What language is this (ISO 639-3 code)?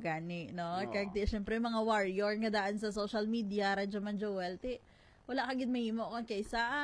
hil